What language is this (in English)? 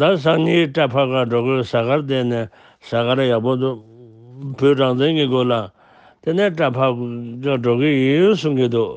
Tibetan